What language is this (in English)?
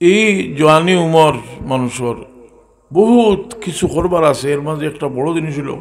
Sylheti